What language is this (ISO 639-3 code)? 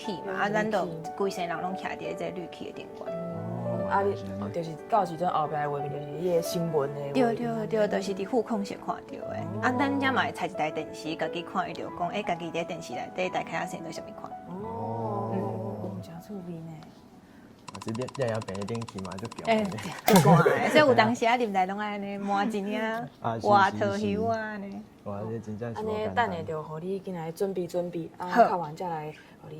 nan